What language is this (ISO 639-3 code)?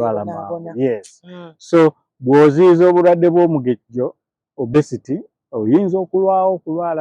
lug